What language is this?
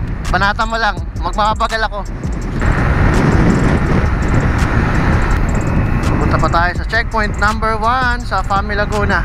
Filipino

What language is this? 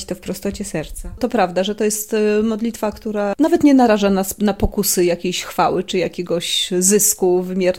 Polish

